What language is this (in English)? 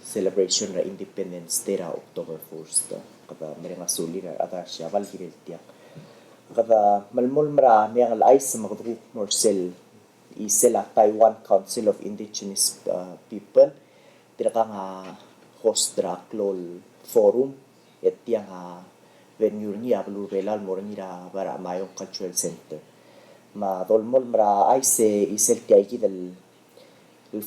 Palauan